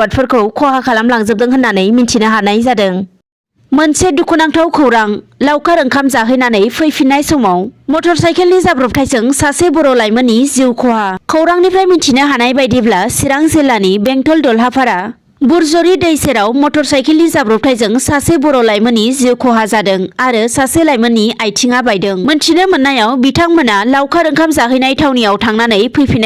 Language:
Bodo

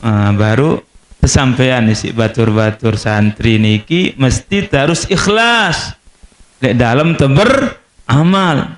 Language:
Sasak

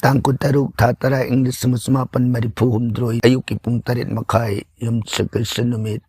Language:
Manipuri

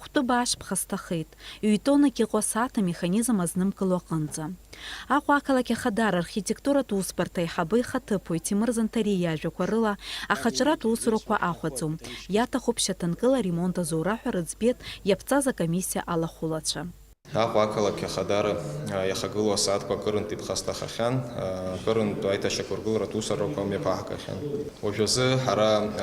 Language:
Abkhazian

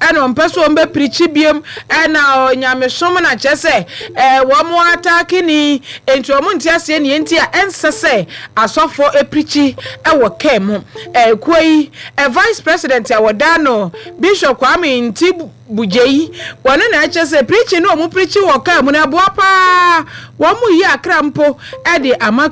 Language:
Akan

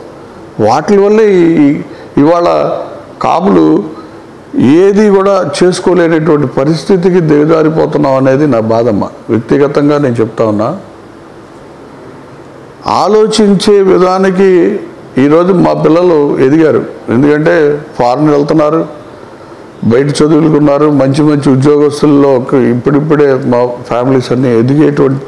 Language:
Telugu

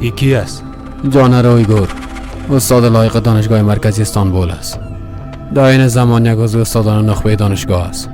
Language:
Persian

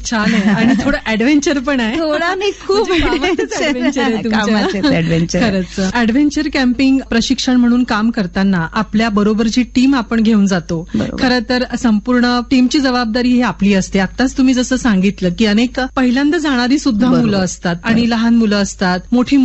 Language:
Marathi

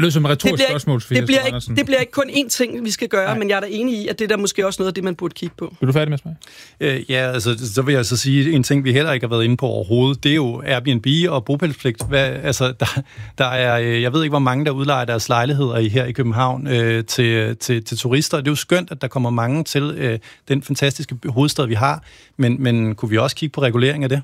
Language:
Danish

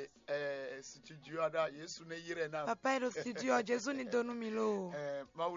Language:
Fon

